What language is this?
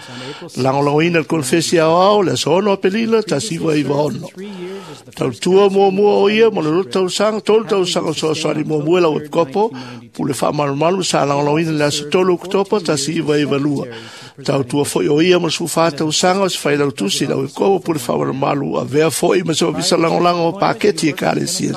Samoan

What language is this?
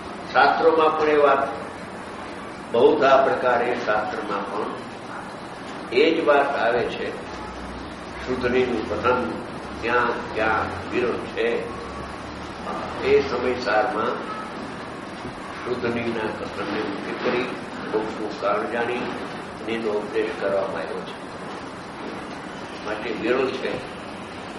Gujarati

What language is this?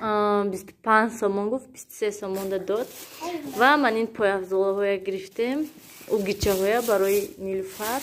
Tajik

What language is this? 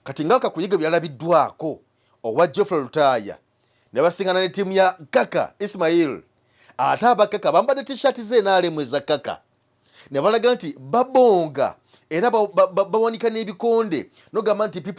Ganda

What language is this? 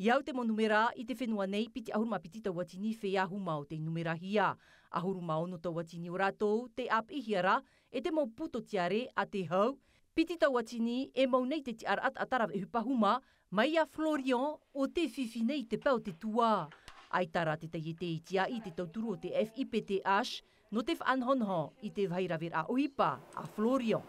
Tahitian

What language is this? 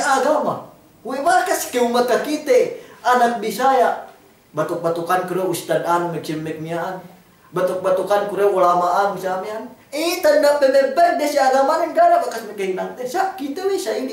Yakan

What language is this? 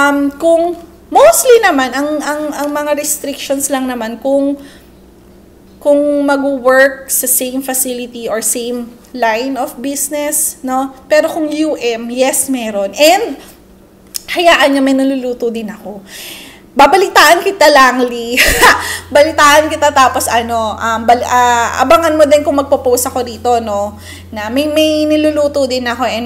Filipino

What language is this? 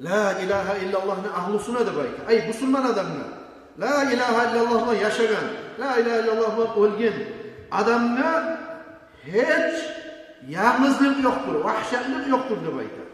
Kumyk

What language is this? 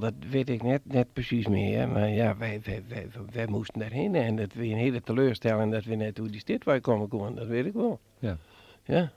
Western Frisian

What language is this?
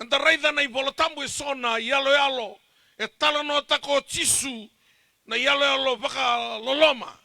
Fijian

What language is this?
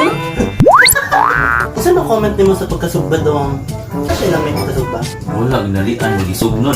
Cebuano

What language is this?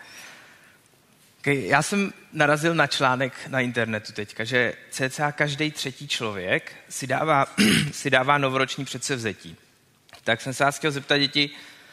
Czech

